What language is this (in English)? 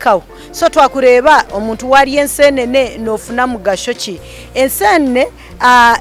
Nyankole